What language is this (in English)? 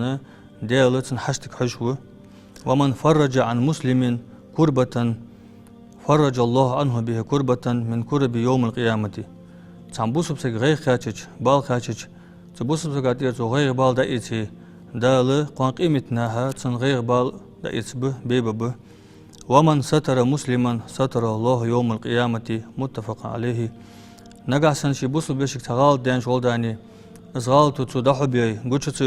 Ingush